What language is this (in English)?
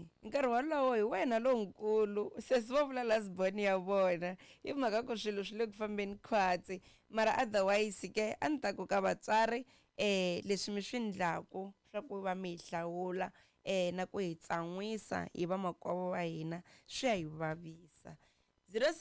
Tsonga